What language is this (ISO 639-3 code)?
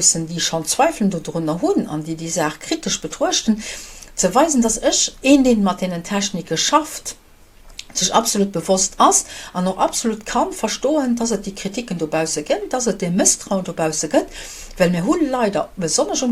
ltz